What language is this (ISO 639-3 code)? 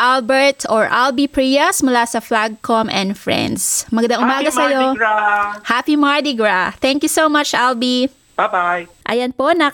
fil